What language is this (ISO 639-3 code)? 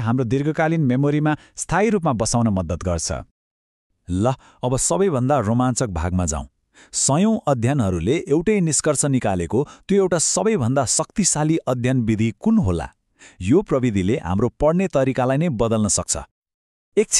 nep